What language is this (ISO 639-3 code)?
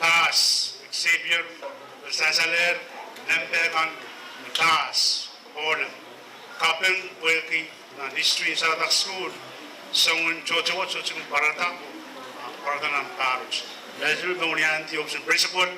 pon